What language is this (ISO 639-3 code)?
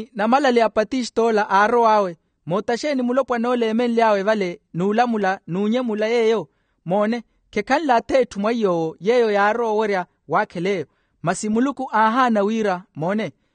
vmw